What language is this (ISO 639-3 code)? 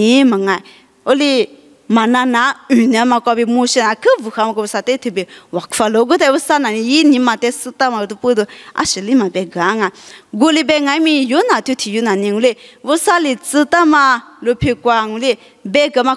lis